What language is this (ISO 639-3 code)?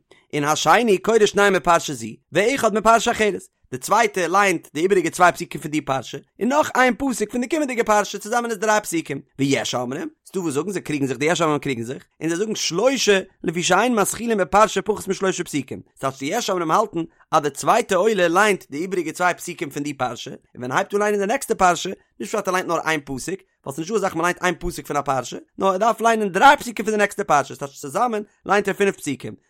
yid